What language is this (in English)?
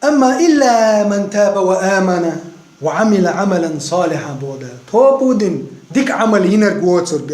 Chechen